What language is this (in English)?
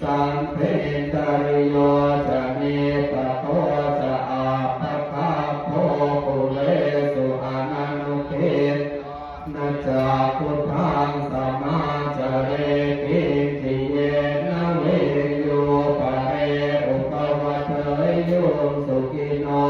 Pali